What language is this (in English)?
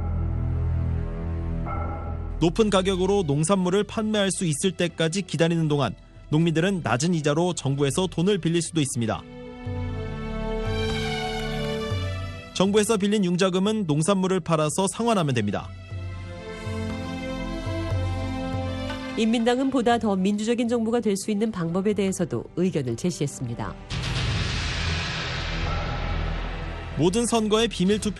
Korean